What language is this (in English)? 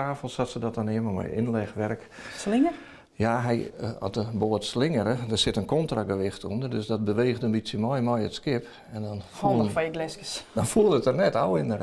Western Frisian